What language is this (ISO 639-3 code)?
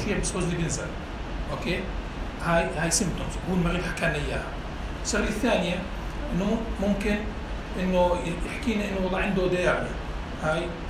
apc